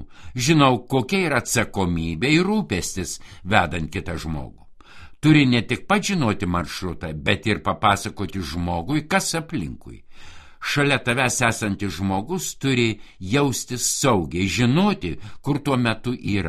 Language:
Lithuanian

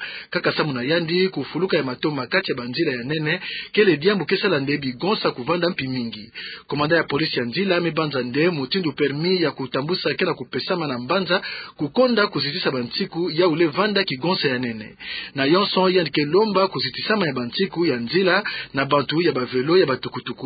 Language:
Kituba (Democratic Republic of Congo)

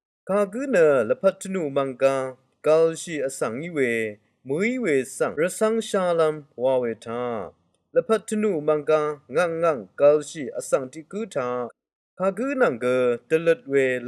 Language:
Rawang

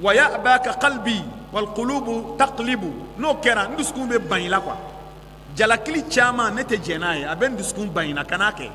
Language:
Bambara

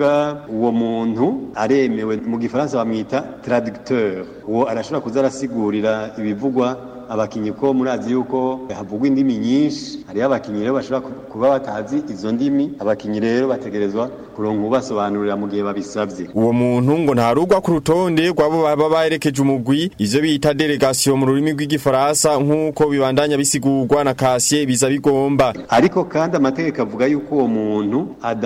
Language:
Rundi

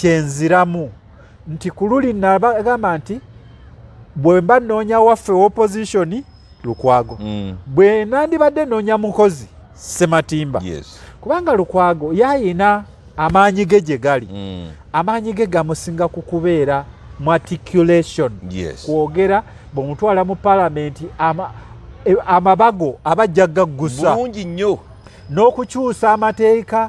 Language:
Ganda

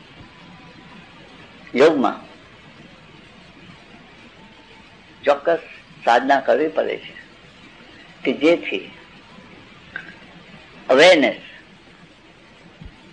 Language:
Gujarati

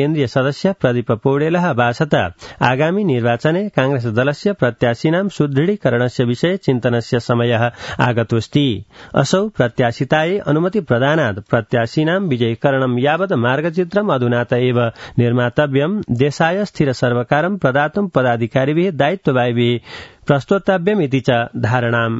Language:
Sanskrit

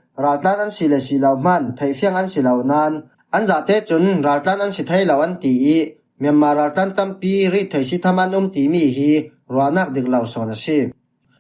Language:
Falam Chin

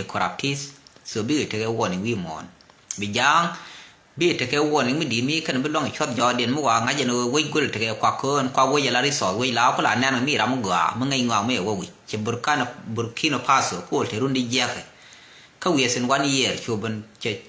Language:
Nuer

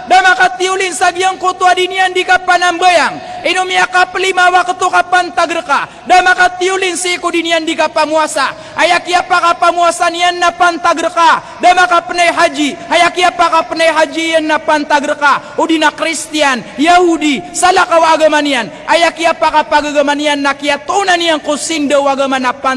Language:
Maranao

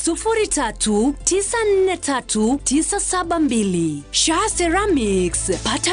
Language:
Gusii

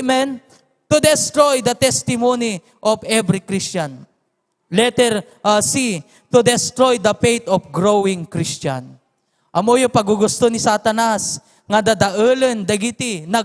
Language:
Iloko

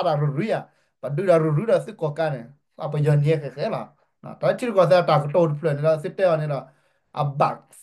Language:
S'gaw Karen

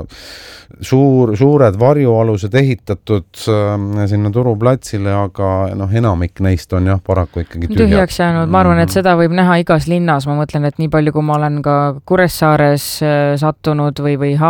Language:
Estonian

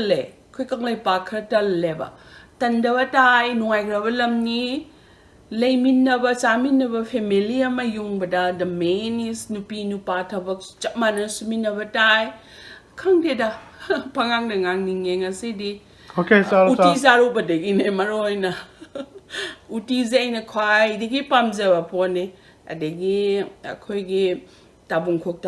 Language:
Manipuri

